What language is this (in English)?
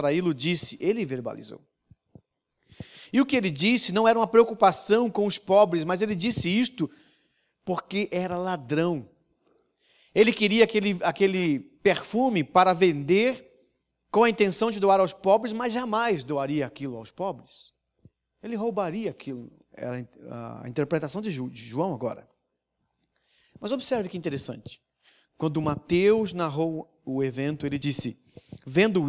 Portuguese